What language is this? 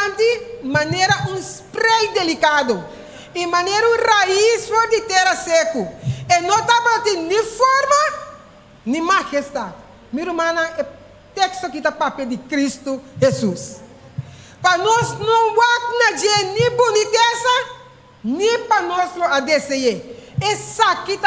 Papiamento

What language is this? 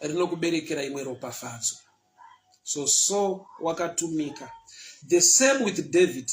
Shona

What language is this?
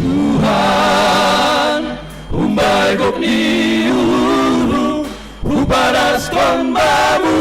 Batak Simalungun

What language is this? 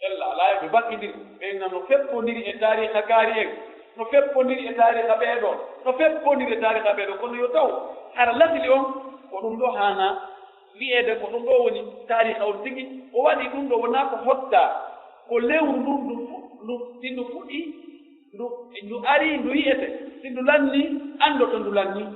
Pular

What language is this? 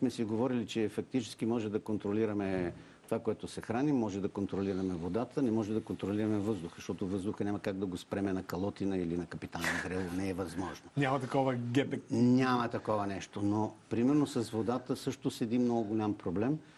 Bulgarian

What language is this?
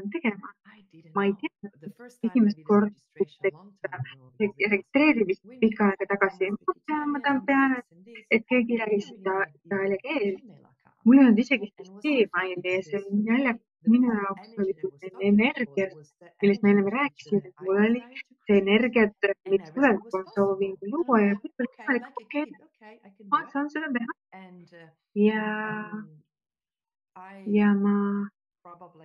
Estonian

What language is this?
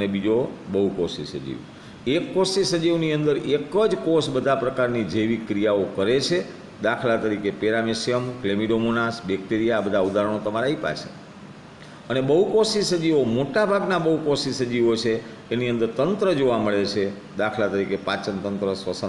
Gujarati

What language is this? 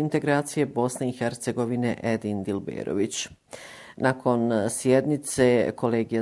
Bosnian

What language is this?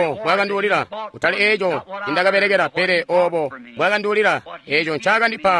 Tonga (Zambia)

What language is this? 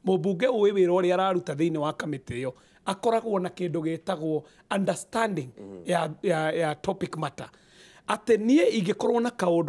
Kikuyu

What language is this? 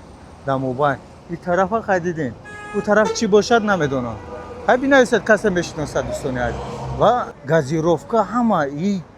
Tajik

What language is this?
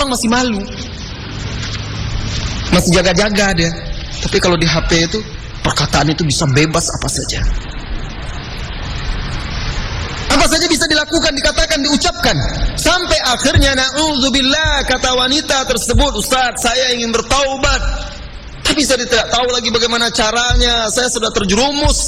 Indonesian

